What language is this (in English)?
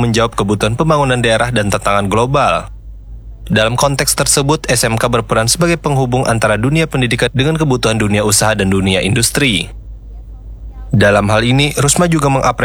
Indonesian